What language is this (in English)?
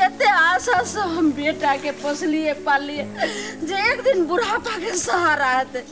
Maithili